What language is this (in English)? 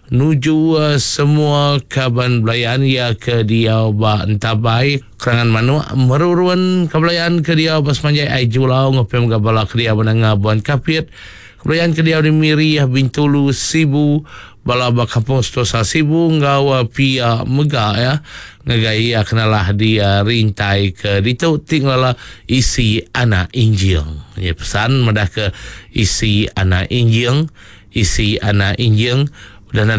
Iban